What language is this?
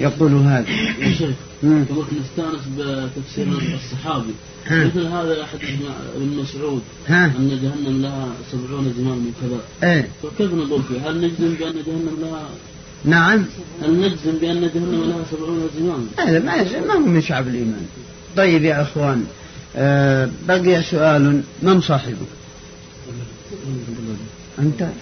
Arabic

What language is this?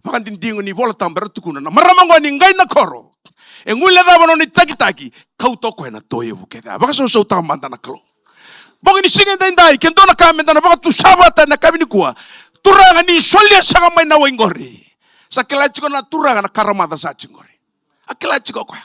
Fijian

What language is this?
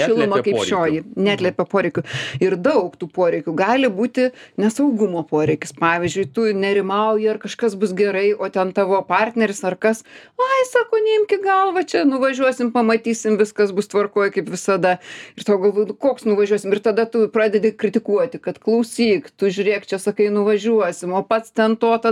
Lithuanian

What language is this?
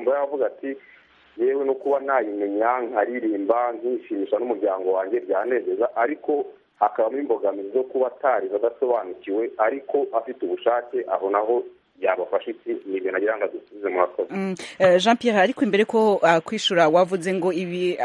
Kinyarwanda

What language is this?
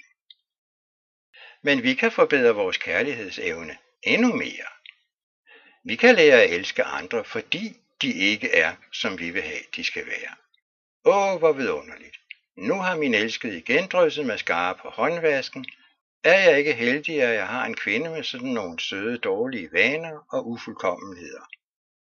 Danish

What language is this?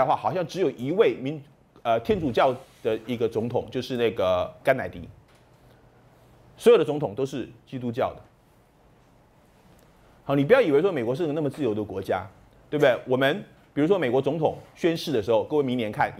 Chinese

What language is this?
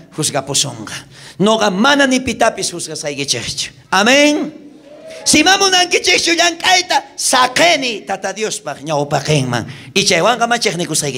South Bolivian Quechua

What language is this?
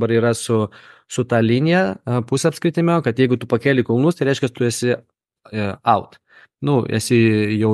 Lithuanian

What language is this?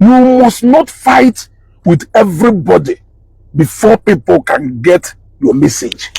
Igbo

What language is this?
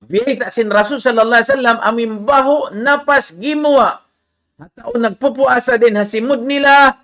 Tausug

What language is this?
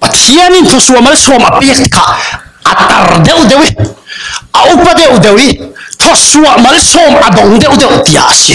Falam Chin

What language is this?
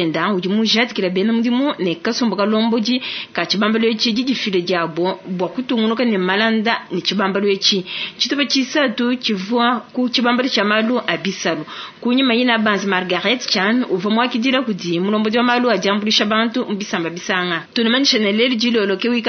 Luba-Lulua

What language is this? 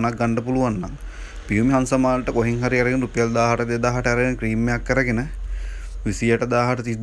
Sinhala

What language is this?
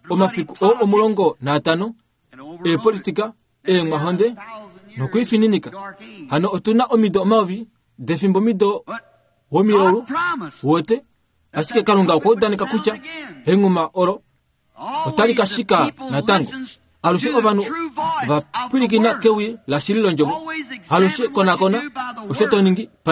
Kuanyama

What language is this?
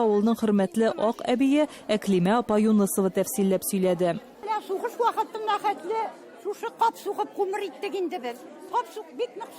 Tatar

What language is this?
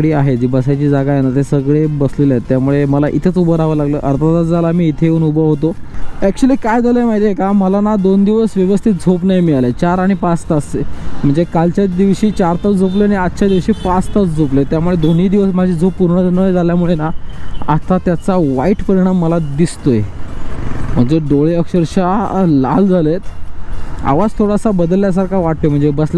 Marathi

